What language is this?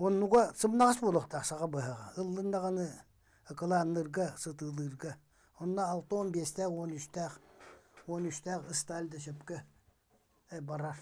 Yakut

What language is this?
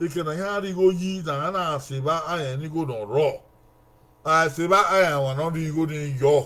Bini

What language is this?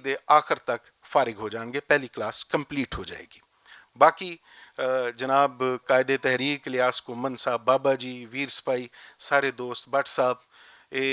Western Panjabi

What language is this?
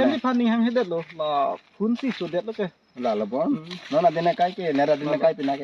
Karbi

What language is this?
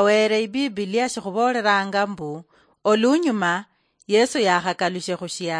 Luyia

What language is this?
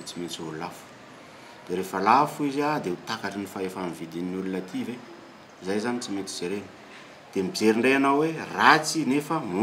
Malagasy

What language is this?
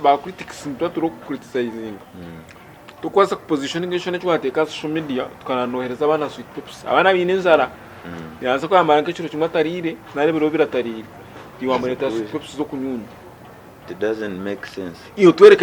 Nyankole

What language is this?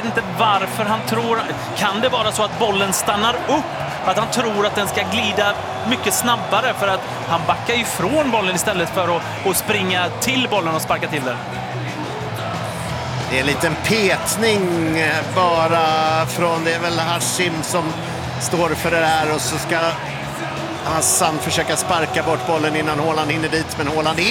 Swedish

